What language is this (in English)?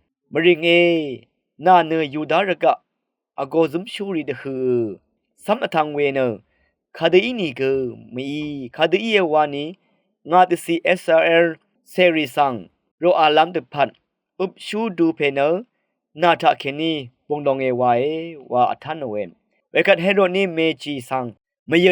Rawang